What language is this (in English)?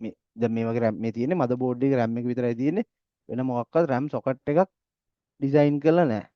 Sinhala